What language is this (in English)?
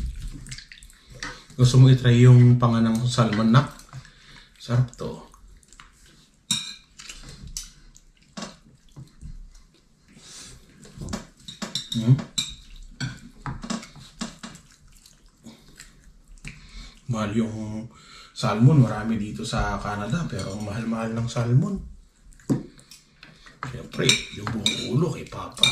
Filipino